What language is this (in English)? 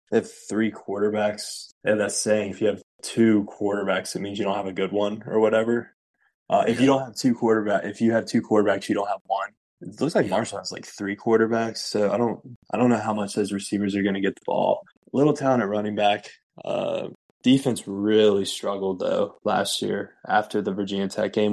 English